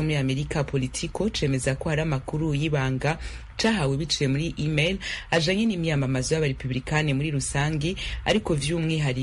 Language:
Rundi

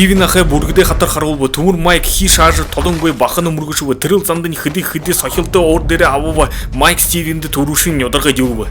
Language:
Buriat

